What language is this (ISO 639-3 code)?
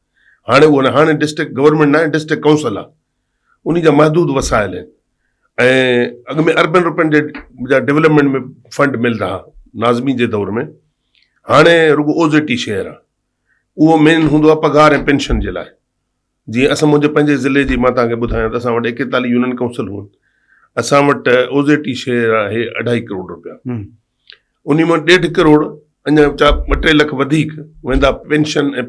snd